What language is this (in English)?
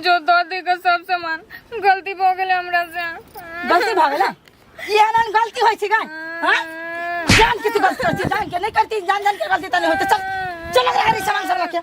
Maithili